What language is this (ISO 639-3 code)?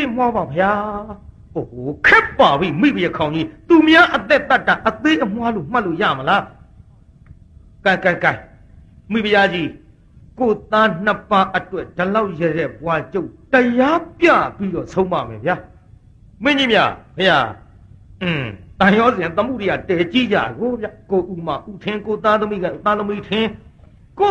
mya